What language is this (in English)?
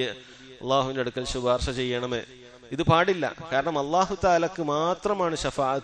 Malayalam